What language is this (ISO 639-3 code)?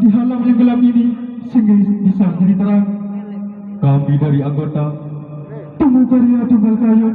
sas